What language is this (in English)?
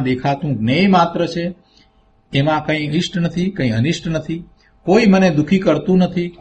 Gujarati